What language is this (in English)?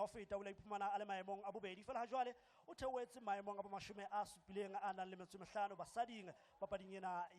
Southern Sotho